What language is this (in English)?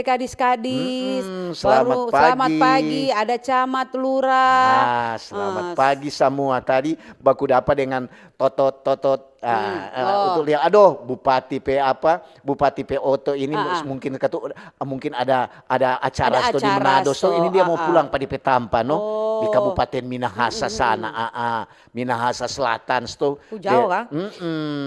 Manado Malay